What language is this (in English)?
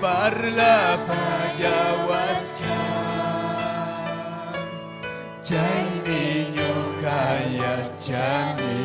Ayacucho Quechua